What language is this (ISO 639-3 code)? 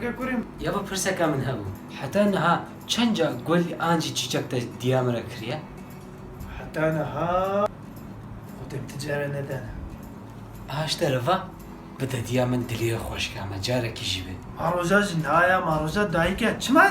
kur